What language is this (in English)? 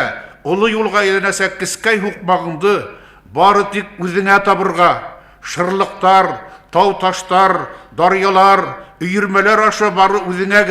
Bashkir